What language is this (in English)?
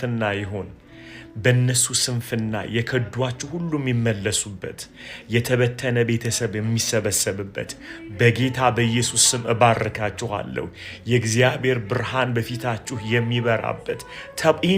Amharic